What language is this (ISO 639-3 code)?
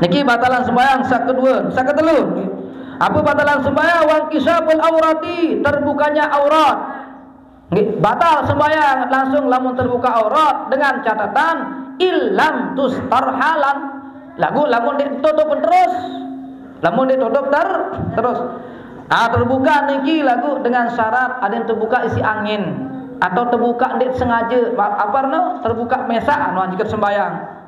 sas